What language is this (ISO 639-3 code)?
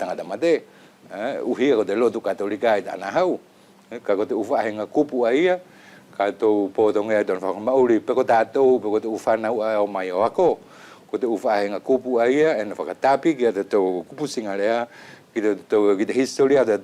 wls